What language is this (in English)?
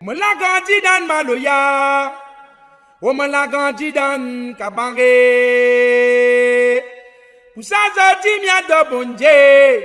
Réunion Creole French